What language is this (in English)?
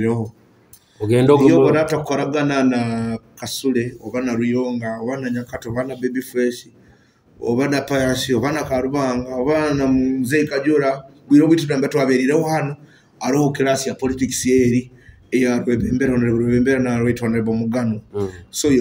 Nyoro